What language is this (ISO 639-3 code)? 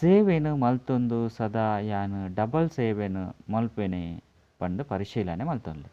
tcy